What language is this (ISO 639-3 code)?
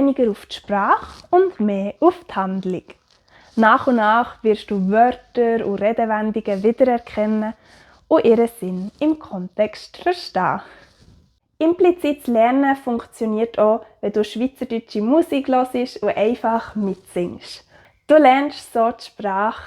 gsw